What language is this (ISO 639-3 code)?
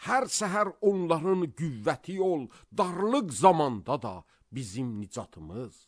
aze